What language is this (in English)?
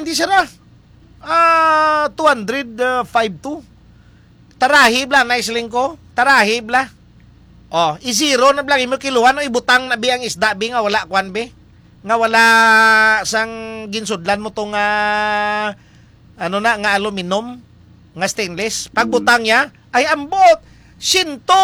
Hiligaynon